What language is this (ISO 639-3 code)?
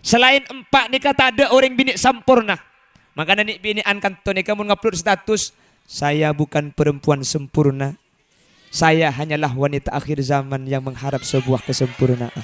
mad